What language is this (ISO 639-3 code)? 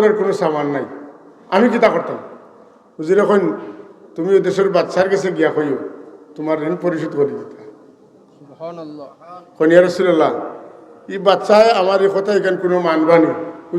syl